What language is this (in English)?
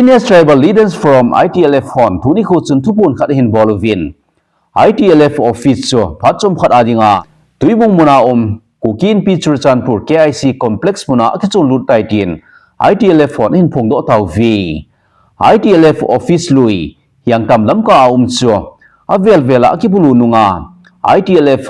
Thado Chin